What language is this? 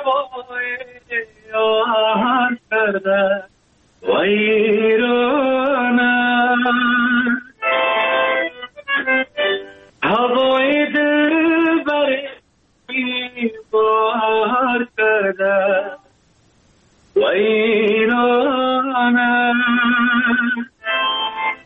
Persian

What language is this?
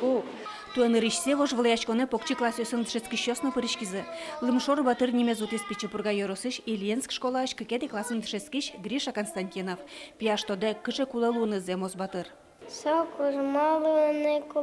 Udmurt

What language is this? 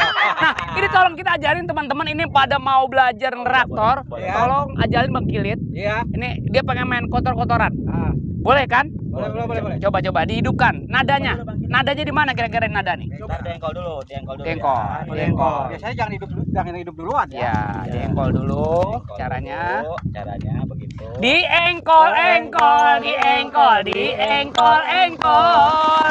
Betawi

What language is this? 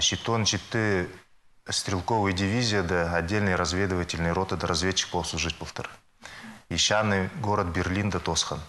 Khakas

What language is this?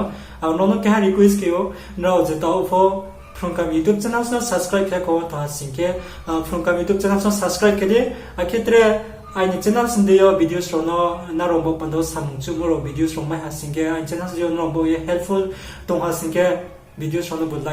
Riang (India)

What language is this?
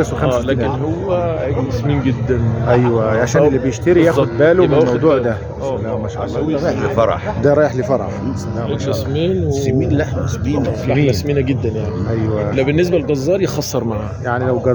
Egyptian Arabic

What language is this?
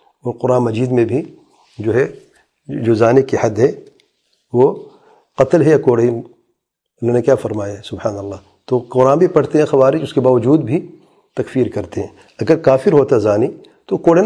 Urdu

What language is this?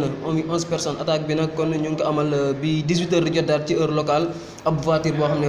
Wolof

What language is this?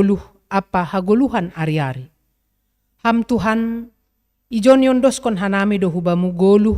Batak Simalungun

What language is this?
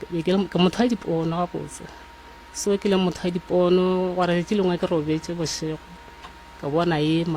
Northern Sotho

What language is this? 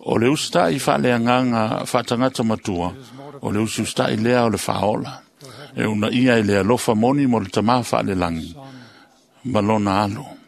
Samoan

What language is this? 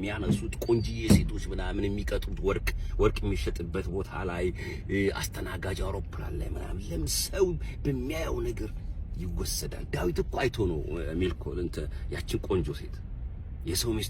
Amharic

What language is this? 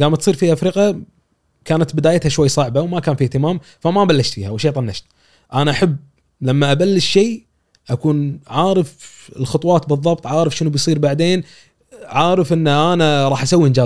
Gulf Arabic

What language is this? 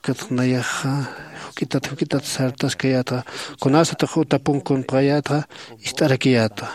Aymara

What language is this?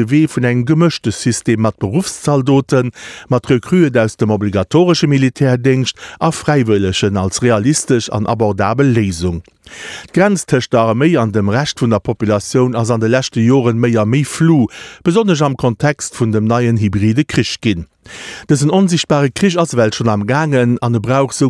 Luxembourgish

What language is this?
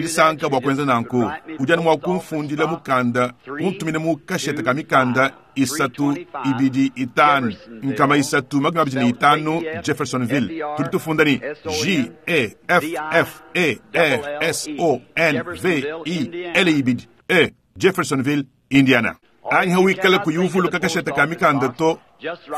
Luba-Lulua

